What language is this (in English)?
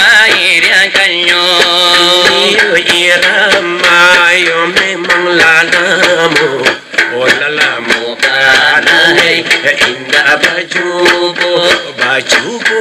Minangkabau